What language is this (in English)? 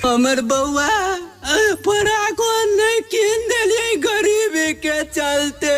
Maithili